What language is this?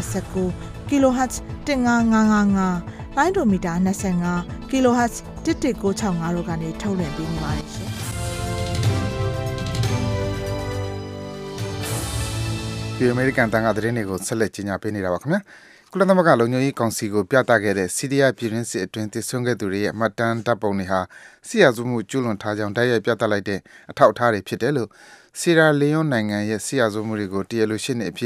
Burmese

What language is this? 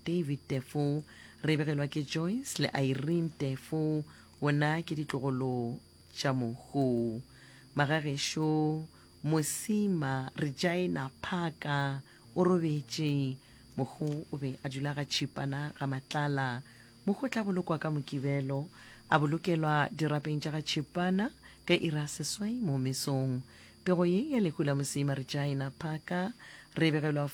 Northern Sotho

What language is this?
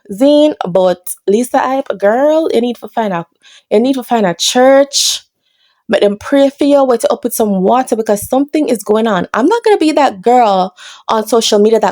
Jamaican Creole English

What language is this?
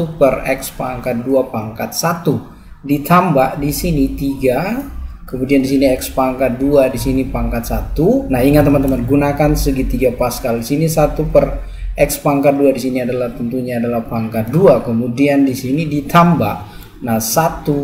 Indonesian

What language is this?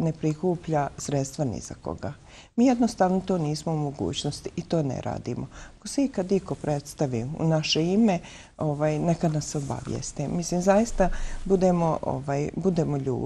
Bosnian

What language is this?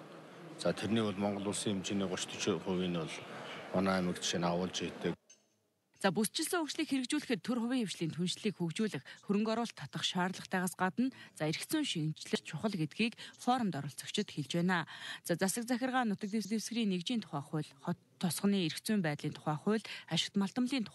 Mongolian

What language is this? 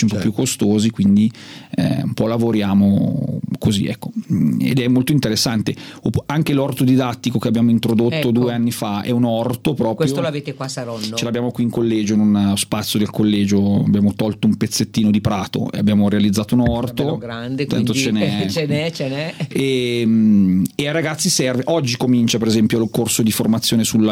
Italian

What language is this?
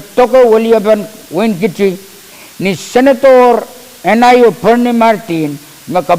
Pohnpeian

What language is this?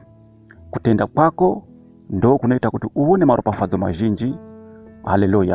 Shona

